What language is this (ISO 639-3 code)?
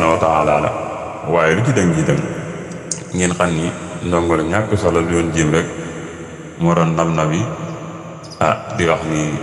wol